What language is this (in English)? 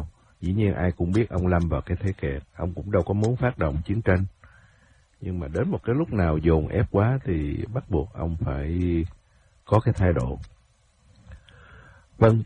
Vietnamese